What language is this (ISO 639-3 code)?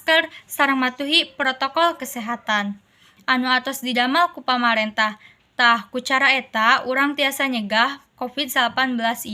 sun